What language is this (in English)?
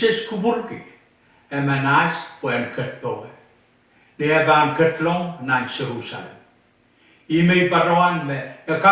Pohnpeian